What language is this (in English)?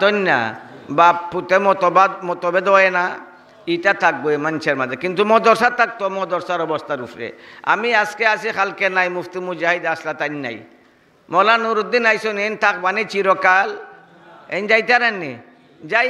Sylheti